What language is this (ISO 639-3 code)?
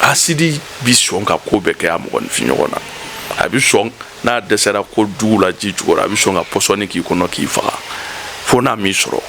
bam